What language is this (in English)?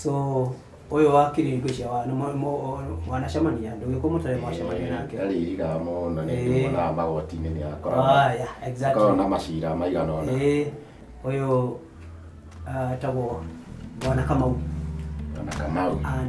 Kikuyu